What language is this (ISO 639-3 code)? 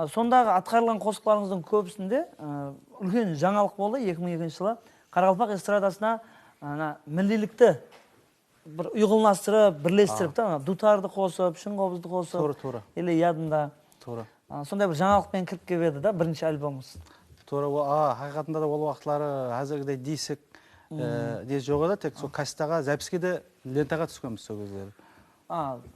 kaa